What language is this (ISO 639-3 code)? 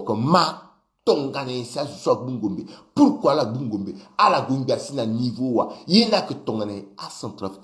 sag